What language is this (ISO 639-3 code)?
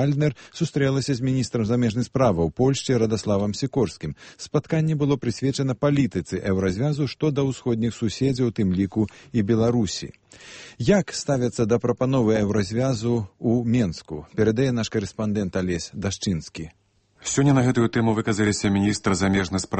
bel